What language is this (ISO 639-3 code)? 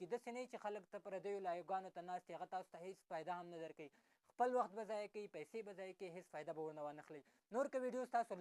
pus